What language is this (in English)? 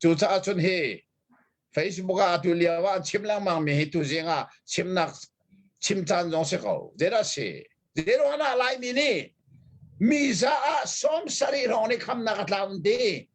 Hakha Chin